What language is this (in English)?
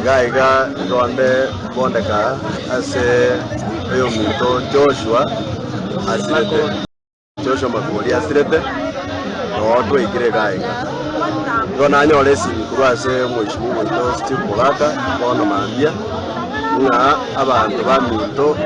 Gusii